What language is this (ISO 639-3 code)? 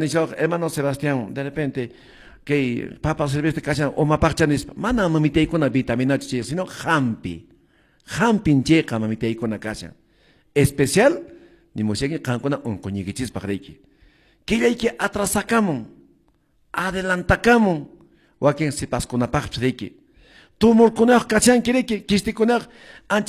que